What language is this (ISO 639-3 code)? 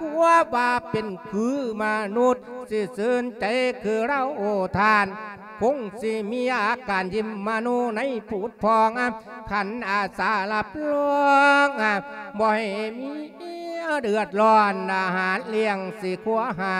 lao